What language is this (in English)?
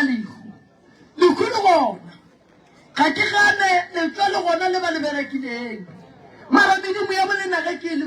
Northern Sotho